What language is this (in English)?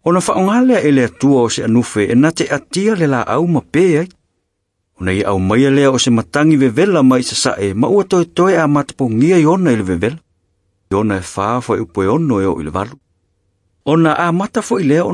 Samoan